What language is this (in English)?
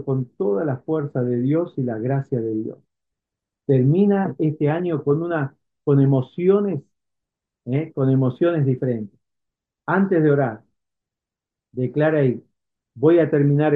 Spanish